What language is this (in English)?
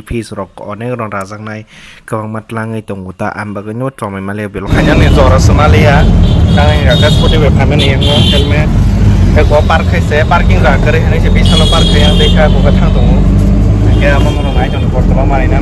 Kok Borok